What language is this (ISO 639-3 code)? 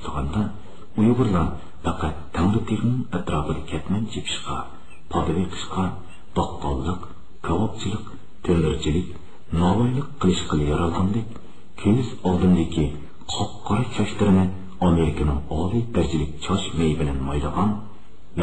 uig